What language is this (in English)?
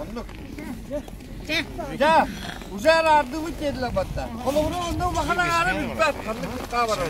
Yakut